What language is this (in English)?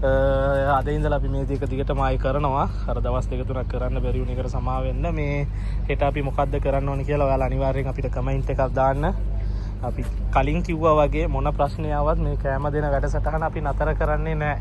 Sinhala